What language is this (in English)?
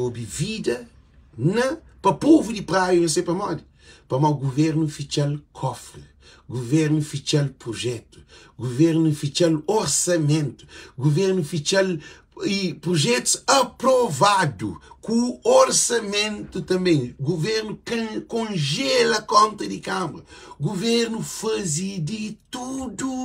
Kabuverdianu